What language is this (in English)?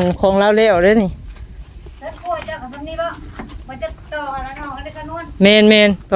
Northeastern Thai